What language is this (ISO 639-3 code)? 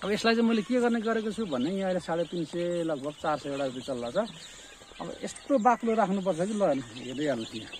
nep